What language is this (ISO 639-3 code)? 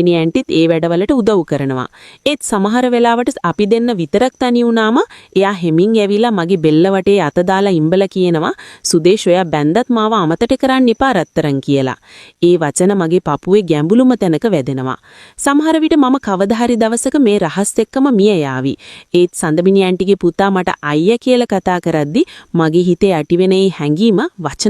sin